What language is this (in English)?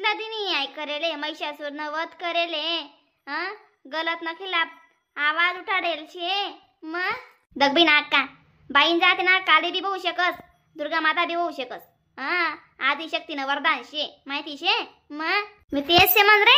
Khandesi